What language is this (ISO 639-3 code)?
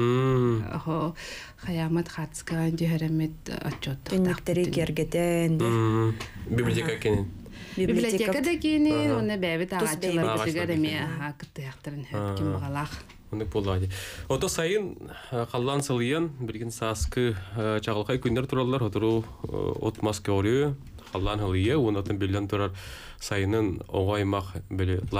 sah